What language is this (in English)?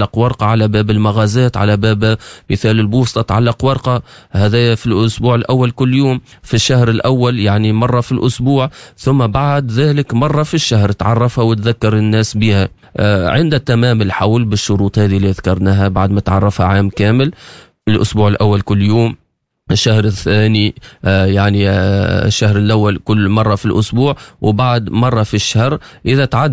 Tunisian Arabic